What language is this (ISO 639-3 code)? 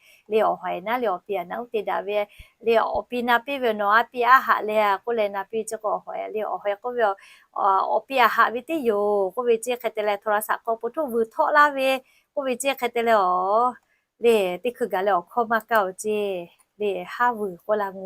lhu